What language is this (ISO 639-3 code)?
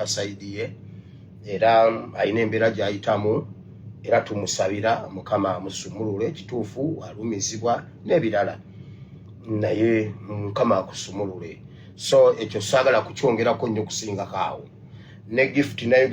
lug